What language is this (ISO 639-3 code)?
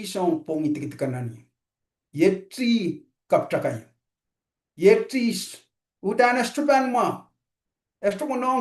pon